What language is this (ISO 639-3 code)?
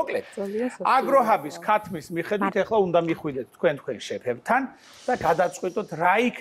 kat